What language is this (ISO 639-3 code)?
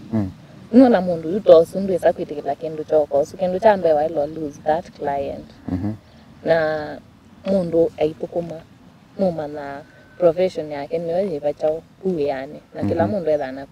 kam